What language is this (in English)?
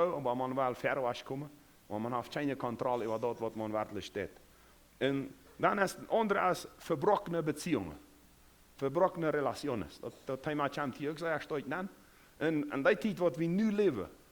Plautdietsch